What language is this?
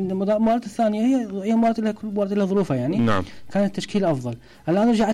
Mesopotamian Arabic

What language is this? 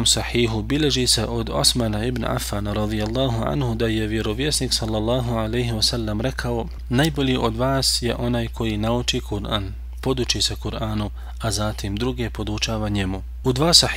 Bosnian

